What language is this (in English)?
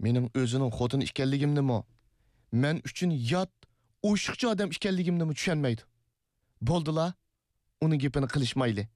Uyghur